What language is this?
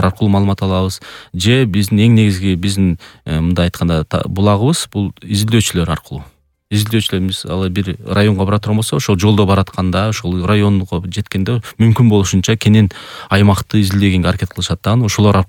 Kyrgyz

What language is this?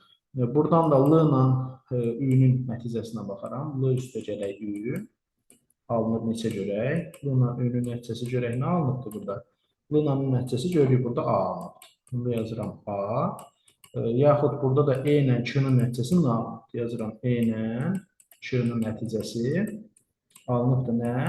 Azerbaijani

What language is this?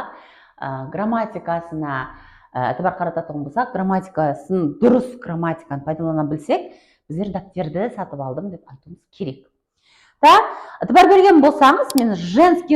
Kara-Kalpak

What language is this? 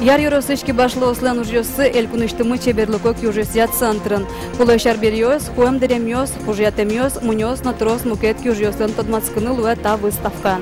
Udmurt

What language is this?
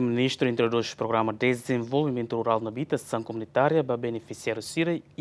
Tetum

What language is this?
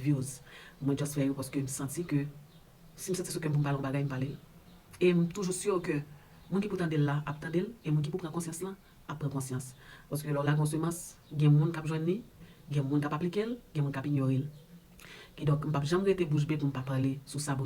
Haitian Creole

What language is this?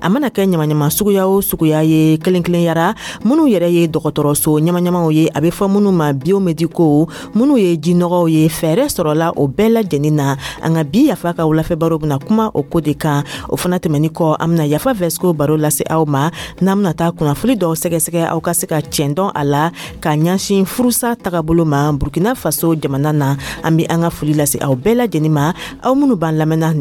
Dyula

